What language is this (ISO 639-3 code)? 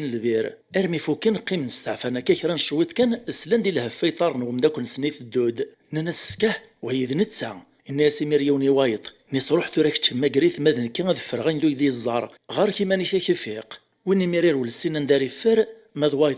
kab